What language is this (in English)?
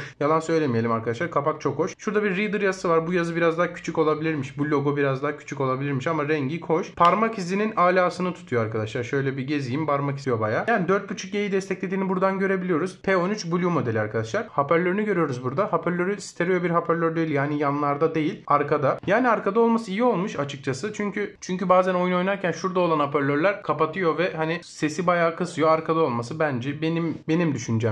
Turkish